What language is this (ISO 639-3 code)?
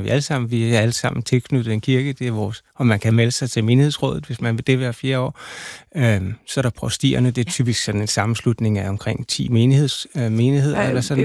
dan